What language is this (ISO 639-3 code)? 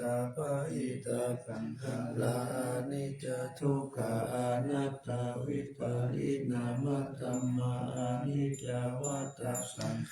pli